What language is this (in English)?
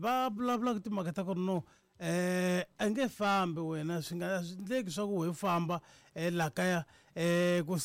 Tsonga